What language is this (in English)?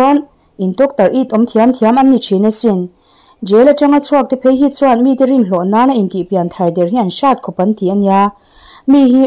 Mizo